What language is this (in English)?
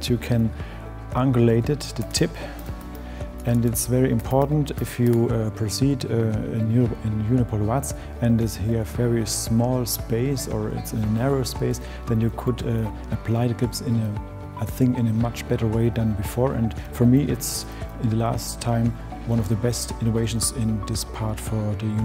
English